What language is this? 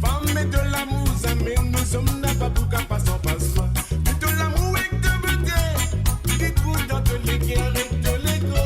Morisyen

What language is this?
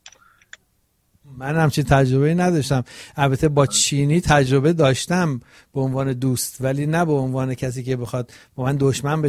Persian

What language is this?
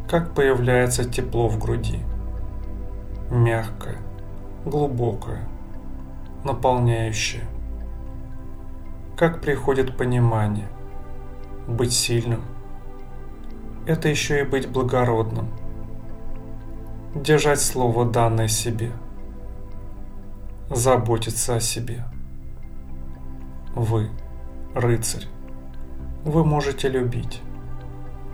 Russian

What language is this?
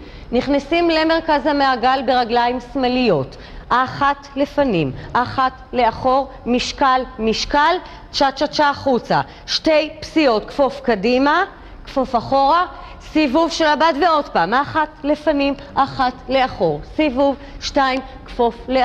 Hebrew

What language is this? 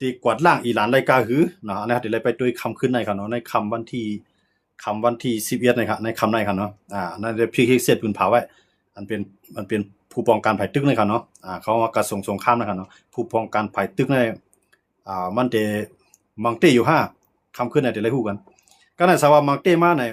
Shan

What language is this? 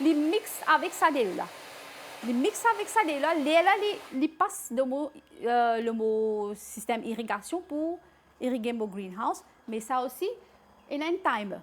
Morisyen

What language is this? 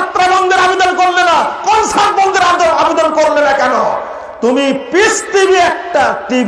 Bangla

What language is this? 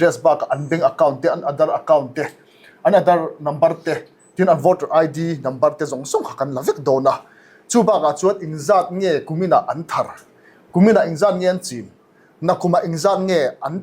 Mizo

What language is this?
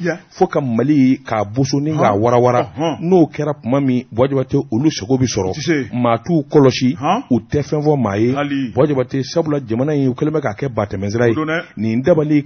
Bambara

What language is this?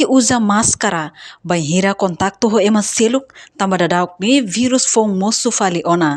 Tetum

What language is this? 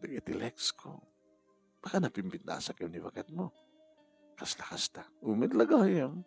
Iloko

